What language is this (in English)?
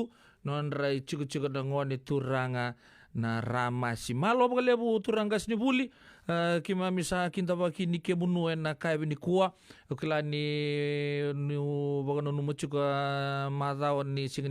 Fijian